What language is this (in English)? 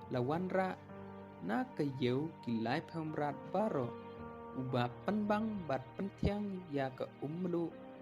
Khasi